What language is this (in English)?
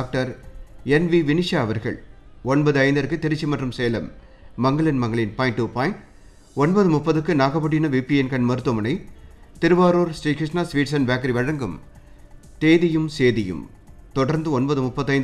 Tamil